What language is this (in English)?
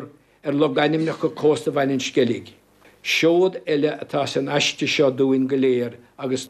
Irish